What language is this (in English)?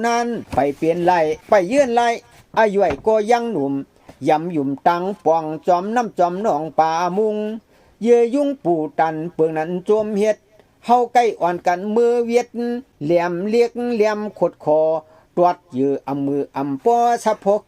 Shan